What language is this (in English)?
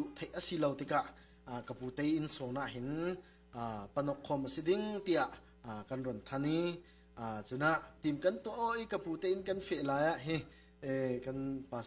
Falam Chin